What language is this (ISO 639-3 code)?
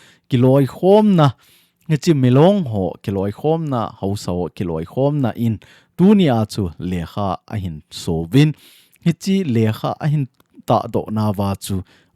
tcz